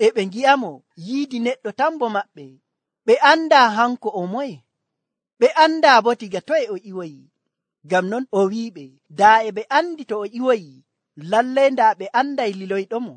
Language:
Nigerian Fulfulde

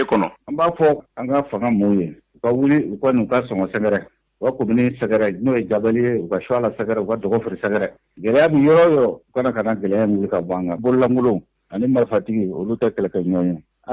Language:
Bambara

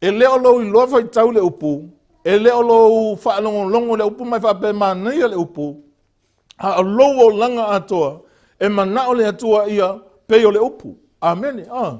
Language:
Samoan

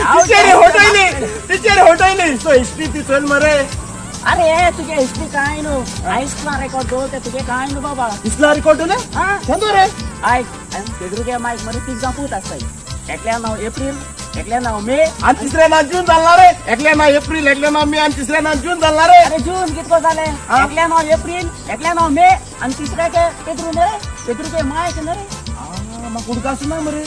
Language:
Konkani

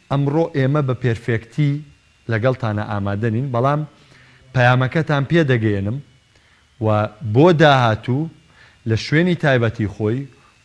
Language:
Central Kurdish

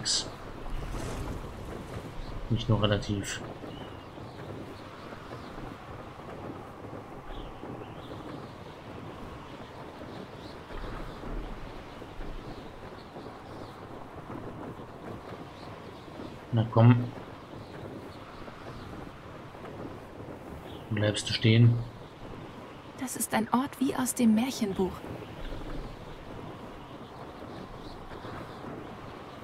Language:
German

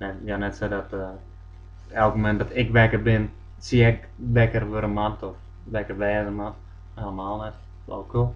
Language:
Western Frisian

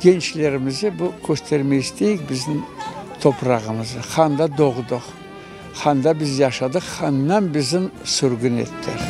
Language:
Crimean Tatar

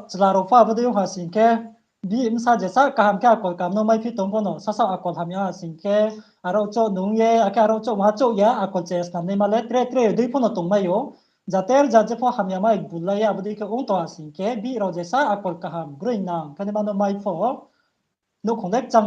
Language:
Riang (India)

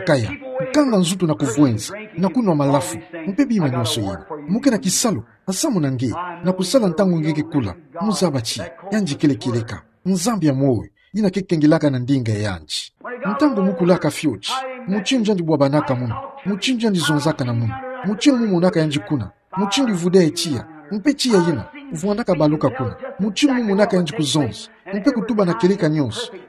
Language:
Kituba (Democratic Republic of Congo)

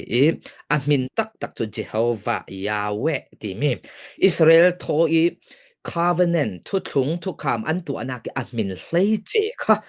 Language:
Falam Chin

